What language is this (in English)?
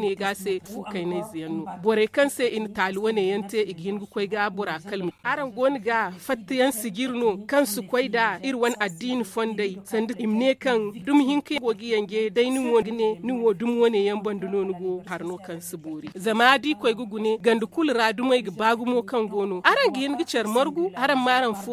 Zarma